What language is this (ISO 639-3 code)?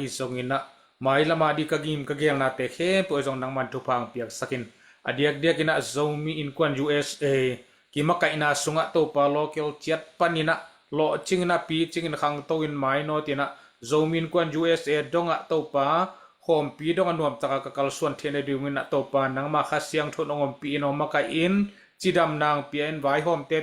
ctd